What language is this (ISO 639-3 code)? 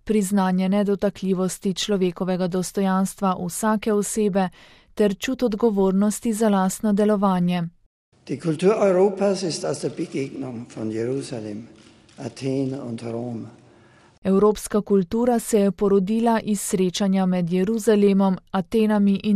slv